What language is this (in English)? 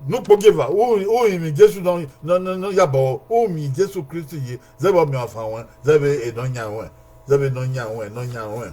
Bini